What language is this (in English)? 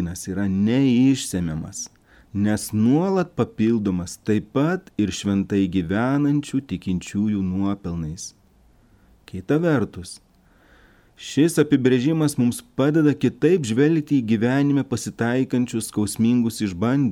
Lithuanian